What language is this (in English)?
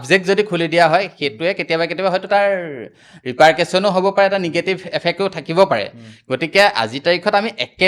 Assamese